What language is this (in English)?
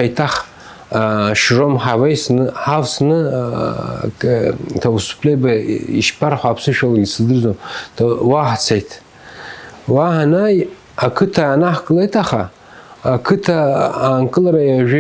Abkhazian